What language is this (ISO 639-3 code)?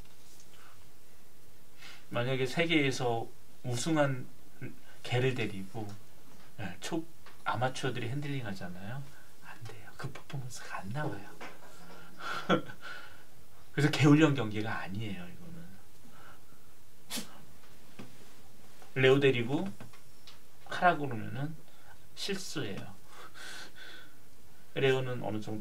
kor